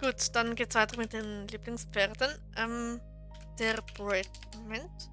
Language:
Swiss German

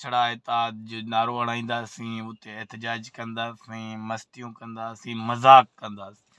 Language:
Sindhi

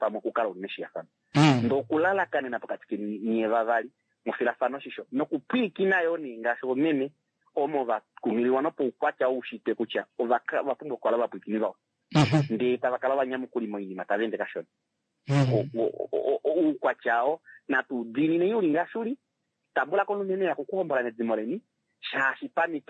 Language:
Kuanyama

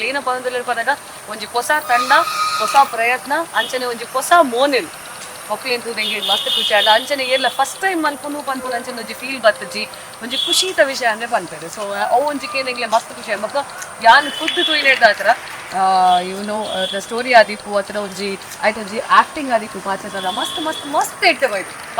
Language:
Tulu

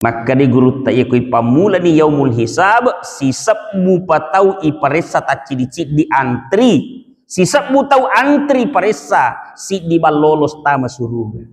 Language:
Buginese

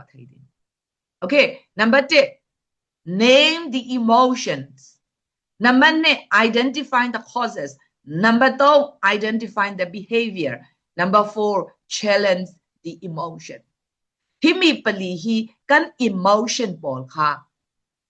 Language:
Falam Chin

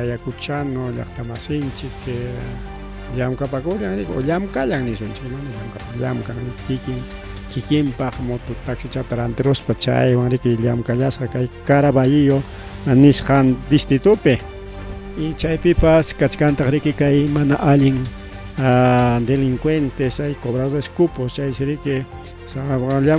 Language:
Ayacucho Quechua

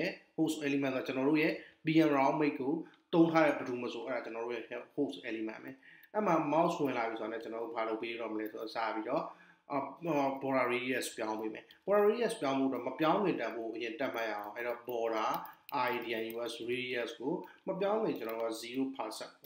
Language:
Burmese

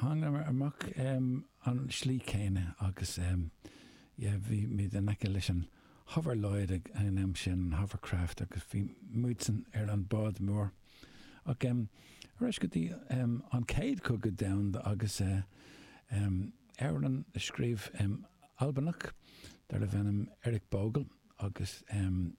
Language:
Irish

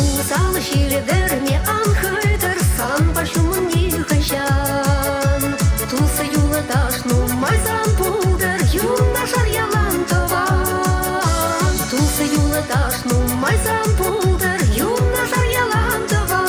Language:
Chuvash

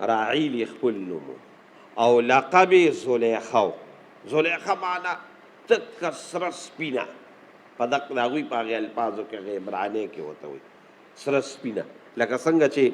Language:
Pashto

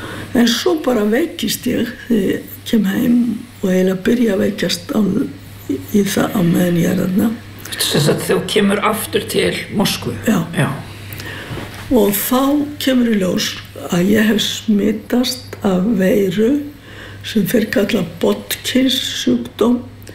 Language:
Icelandic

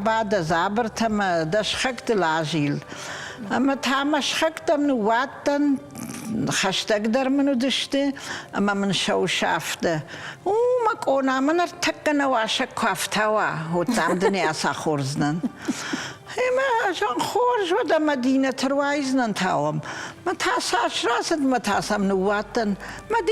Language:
Ossetic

